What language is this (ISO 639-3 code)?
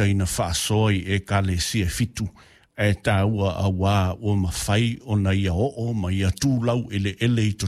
smo